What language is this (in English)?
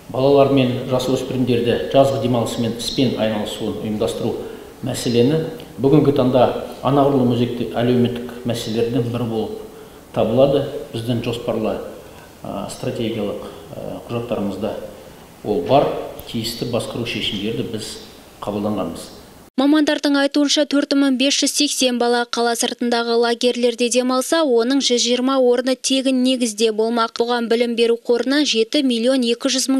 Kazakh